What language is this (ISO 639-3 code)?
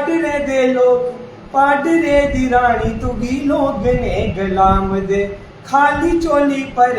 doi